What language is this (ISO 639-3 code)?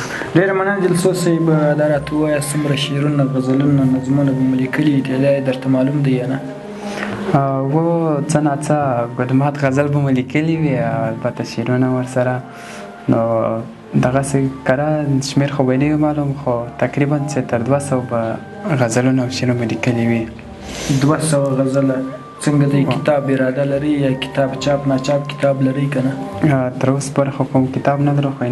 pus